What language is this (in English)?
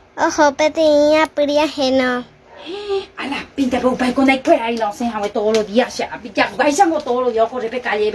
Guarani